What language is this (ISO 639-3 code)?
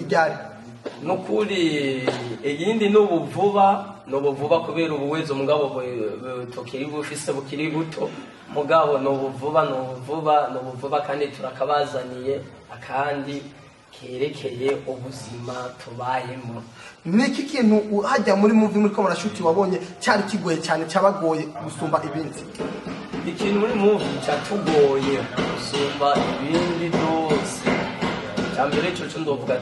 run